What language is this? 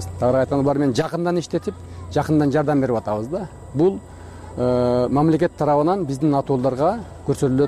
Kyrgyz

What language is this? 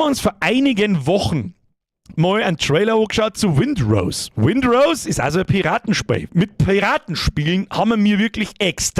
Bavarian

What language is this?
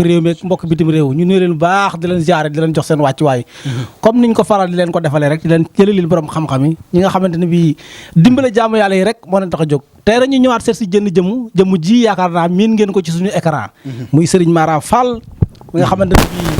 Wolof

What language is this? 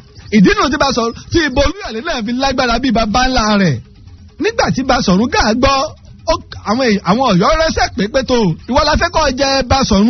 Yoruba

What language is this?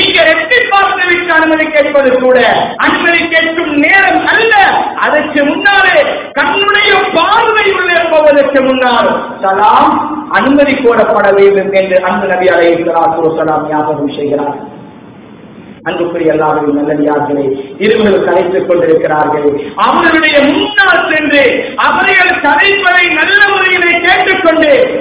Tamil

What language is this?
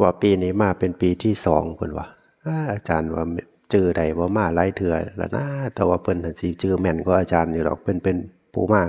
Northeastern Thai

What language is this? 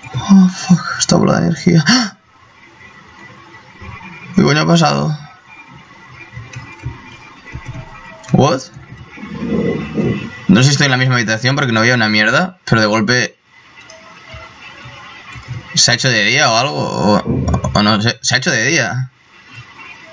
Spanish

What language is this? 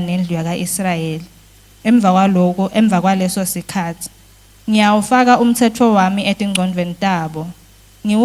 Swati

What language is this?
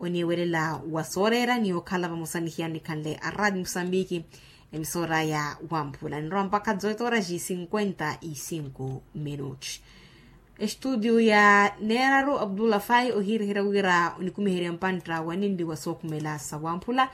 Makhuwa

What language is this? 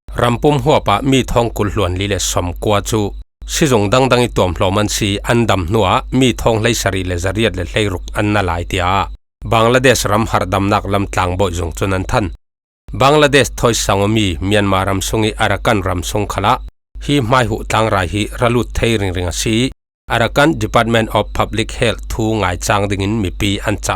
Falam Chin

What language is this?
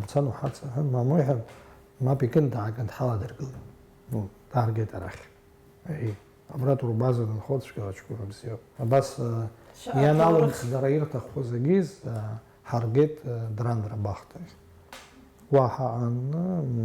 Abkhazian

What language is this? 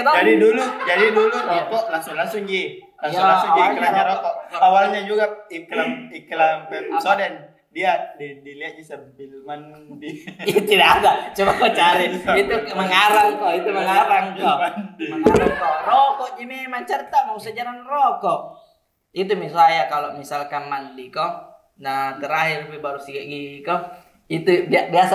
Makassar Malay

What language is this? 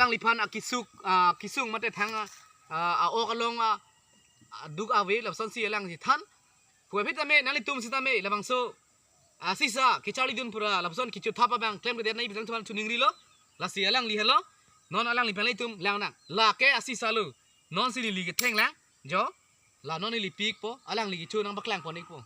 Karbi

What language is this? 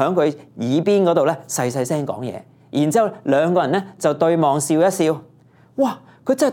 Cantonese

